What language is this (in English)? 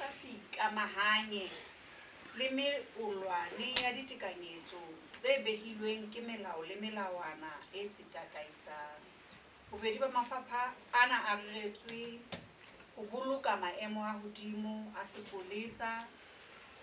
Southern Sotho